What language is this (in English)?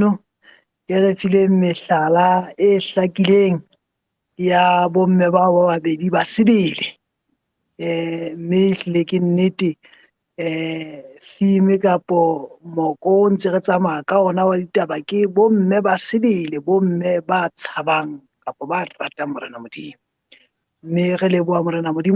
Southern Sotho